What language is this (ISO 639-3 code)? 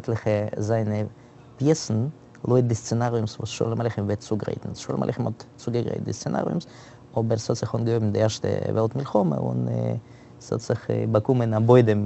yid